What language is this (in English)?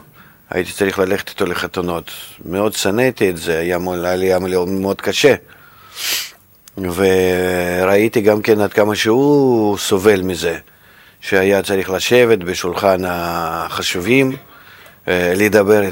Hebrew